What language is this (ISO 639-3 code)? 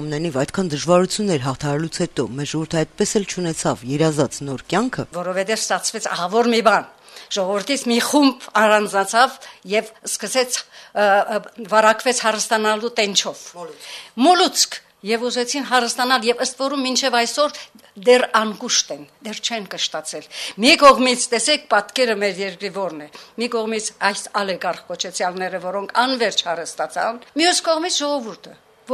hye